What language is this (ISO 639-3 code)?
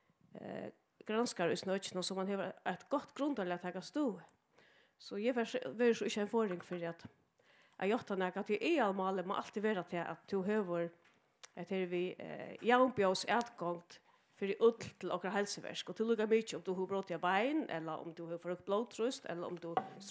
fao